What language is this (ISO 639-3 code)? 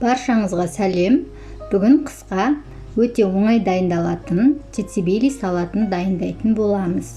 kaz